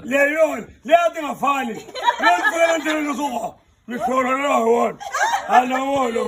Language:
Tsonga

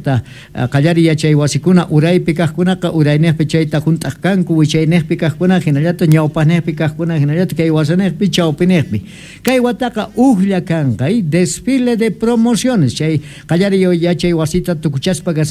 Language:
South Bolivian Quechua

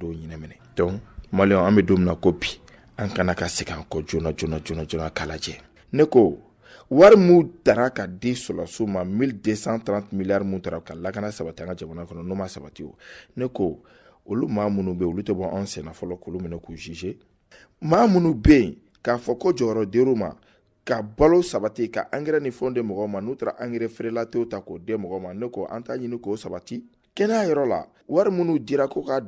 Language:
Bambara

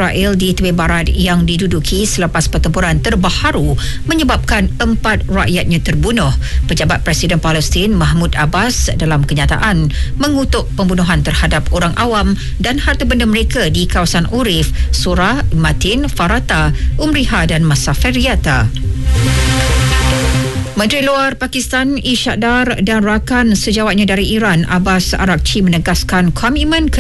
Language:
Malay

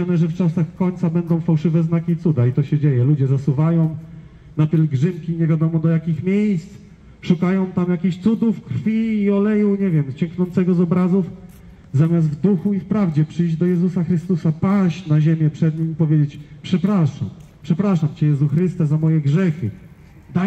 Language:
Polish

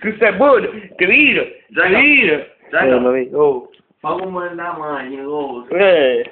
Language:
Neapolitan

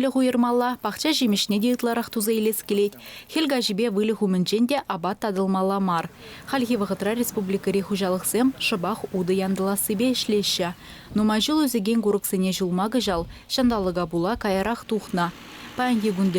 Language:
Chuvash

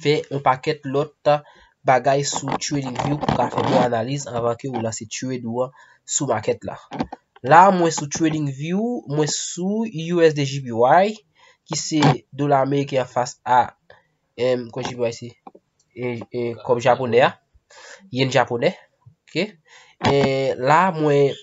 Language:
Haitian Creole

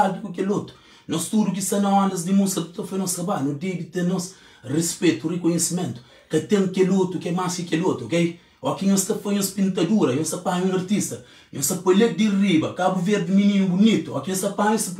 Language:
Kabuverdianu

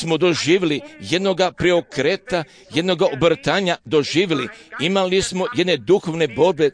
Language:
Croatian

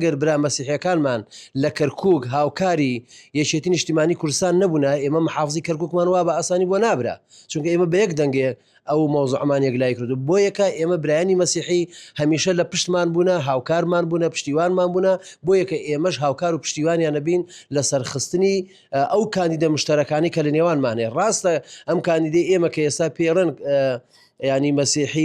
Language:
Central Kurdish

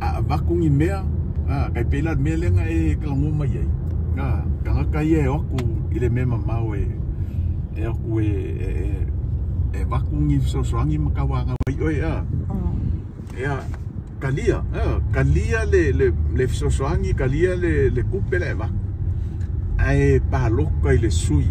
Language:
Samoan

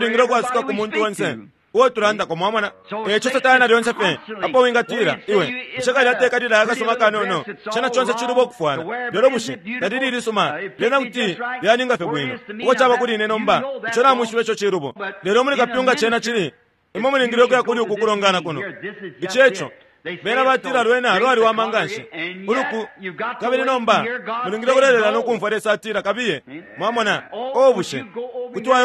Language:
Bemba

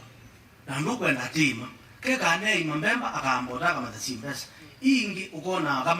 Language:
Kamba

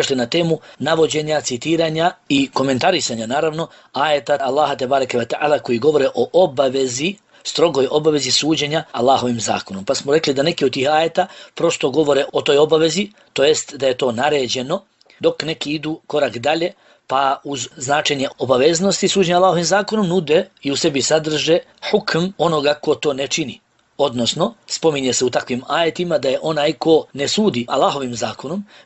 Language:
Bosnian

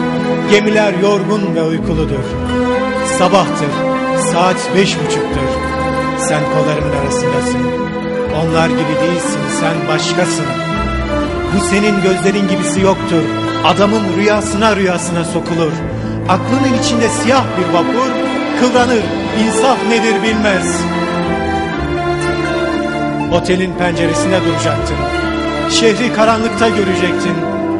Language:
Turkish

